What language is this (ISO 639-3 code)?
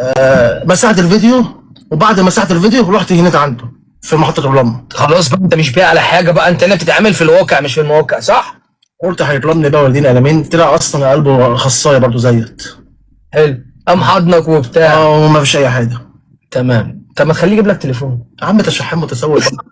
arz